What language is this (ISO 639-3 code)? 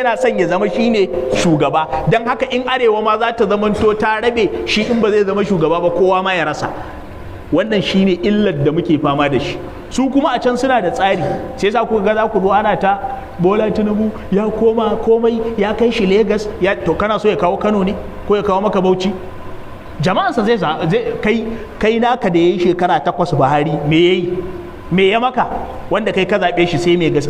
hau